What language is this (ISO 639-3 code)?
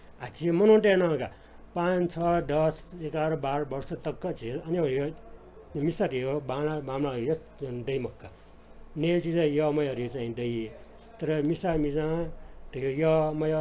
new